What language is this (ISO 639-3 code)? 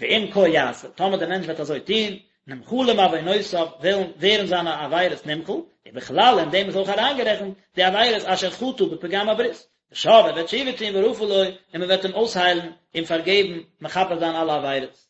yid